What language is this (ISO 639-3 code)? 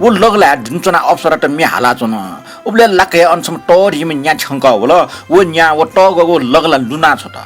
new